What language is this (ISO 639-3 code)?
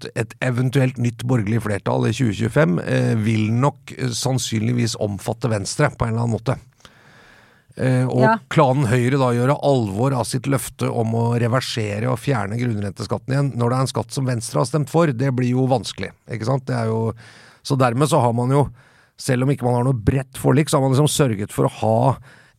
nor